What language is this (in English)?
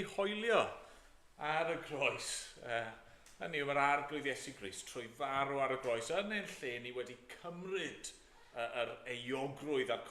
Welsh